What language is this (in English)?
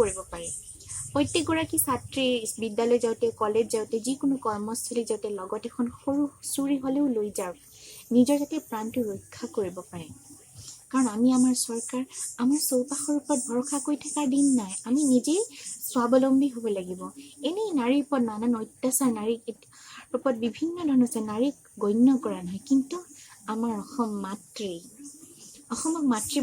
Assamese